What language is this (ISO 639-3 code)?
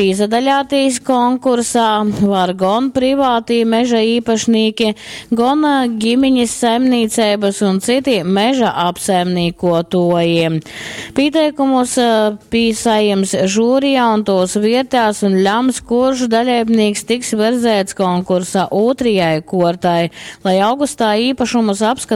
ltg